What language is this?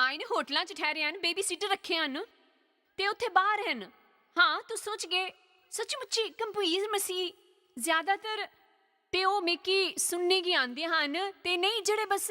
Dogri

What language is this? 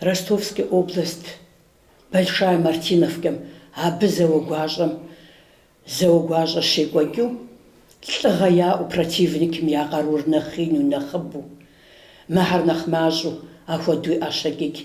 Kabardian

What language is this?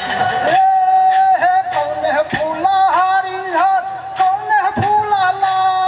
Maithili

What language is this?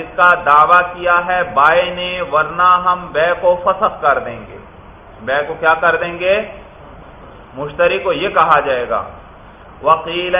Urdu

